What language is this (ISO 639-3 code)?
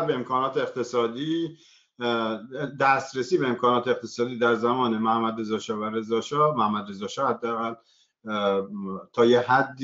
fas